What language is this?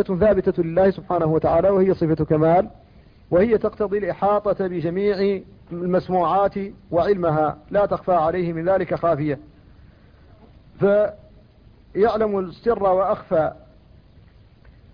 Arabic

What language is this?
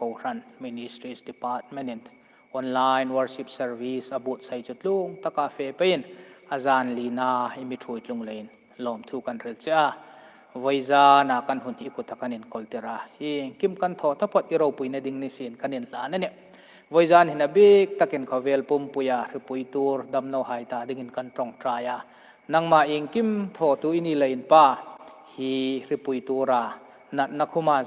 Hmar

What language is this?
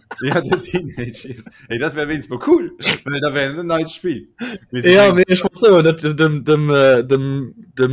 Luxembourgish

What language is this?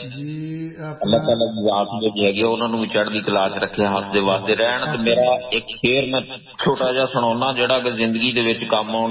Punjabi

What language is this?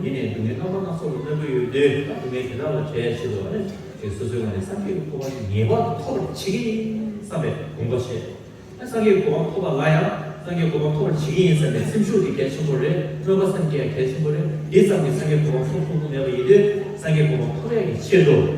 Tibetan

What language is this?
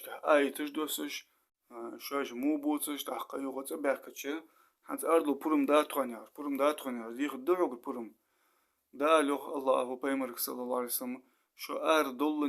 Ingush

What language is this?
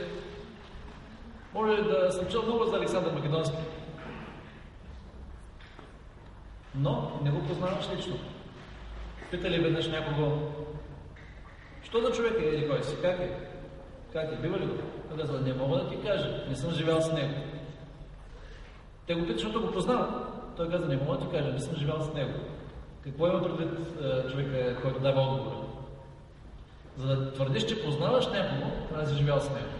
Bulgarian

